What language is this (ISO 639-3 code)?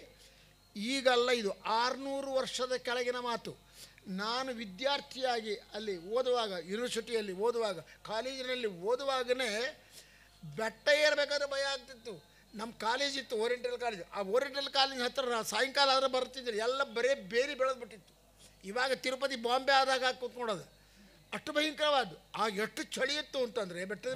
kan